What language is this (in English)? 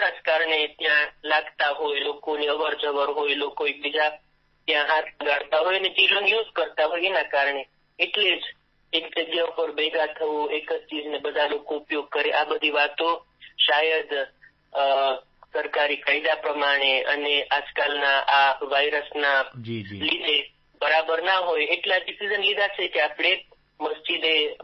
Gujarati